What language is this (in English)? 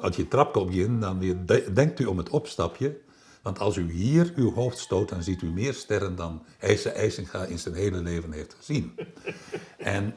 Western Frisian